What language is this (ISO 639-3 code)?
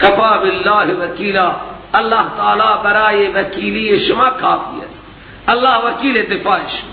fas